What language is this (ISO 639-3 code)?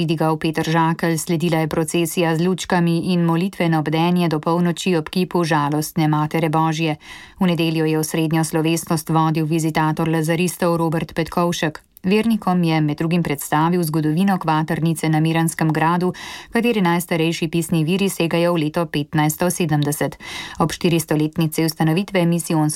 slv